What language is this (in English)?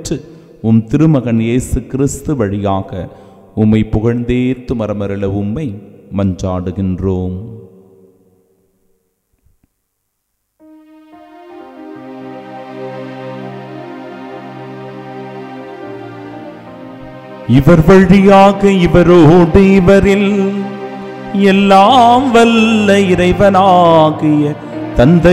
Tamil